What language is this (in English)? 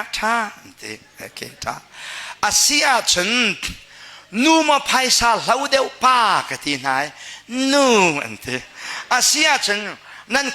Hakha Chin